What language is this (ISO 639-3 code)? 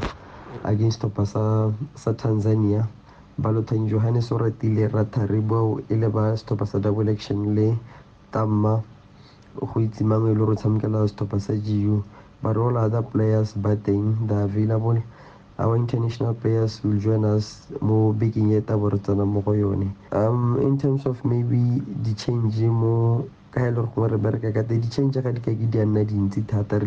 tsn